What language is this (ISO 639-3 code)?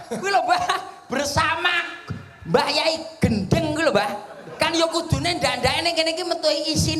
jav